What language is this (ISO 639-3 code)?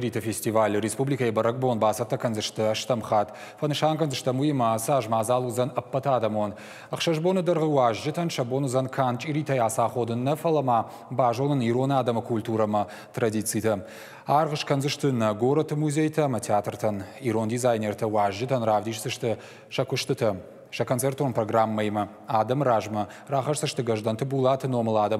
oss